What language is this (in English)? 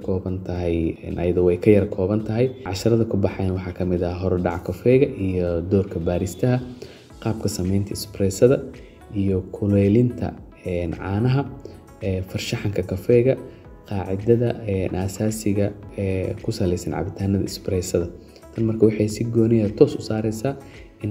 Somali